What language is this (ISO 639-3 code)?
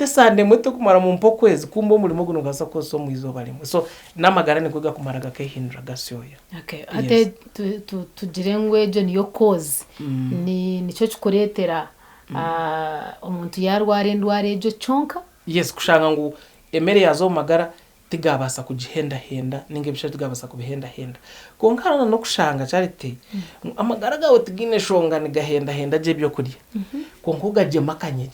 nyn